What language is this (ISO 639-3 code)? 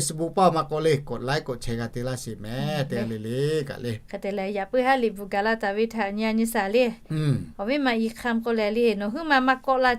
lhu